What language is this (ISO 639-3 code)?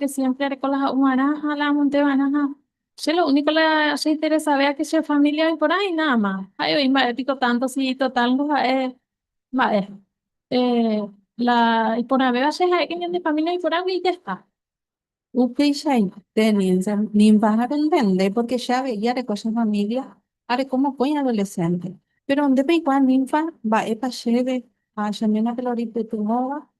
grn